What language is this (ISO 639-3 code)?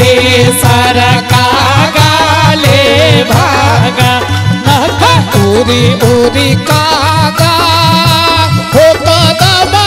mai